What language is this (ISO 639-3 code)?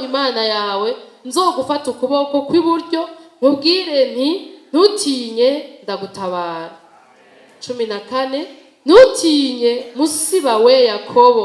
run